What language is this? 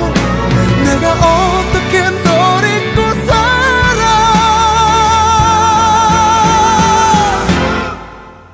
Korean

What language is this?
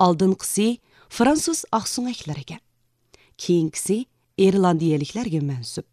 Uyghur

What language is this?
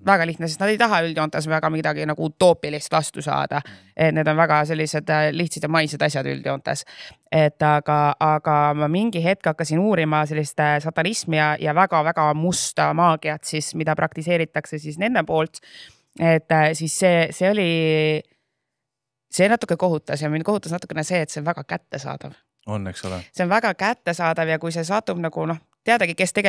Estonian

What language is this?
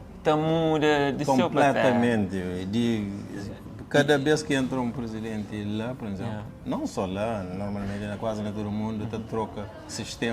Kabuverdianu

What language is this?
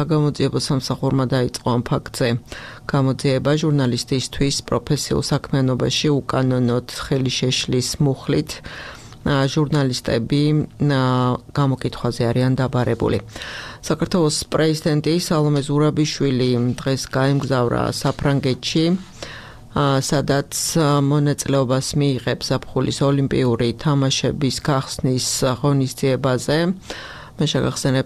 Georgian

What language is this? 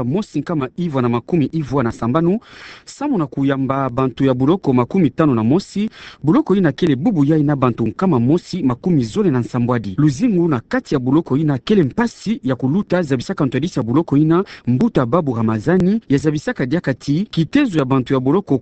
Kituba (Democratic Republic of Congo)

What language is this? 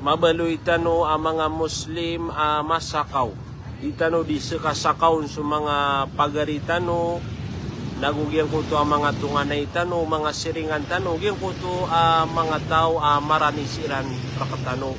Maranao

